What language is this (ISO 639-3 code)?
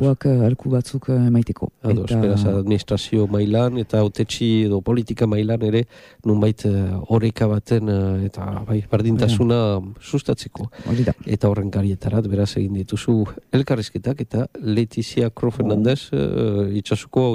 eus